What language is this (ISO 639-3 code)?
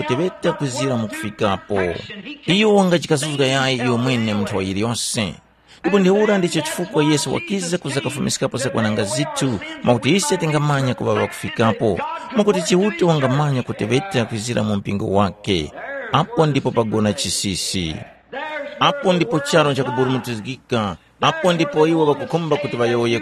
tum